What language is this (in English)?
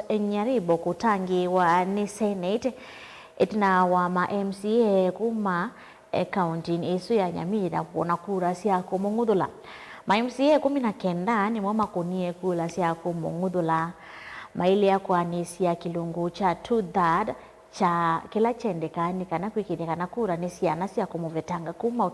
Kamba